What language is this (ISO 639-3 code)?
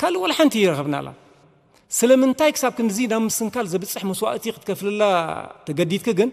tir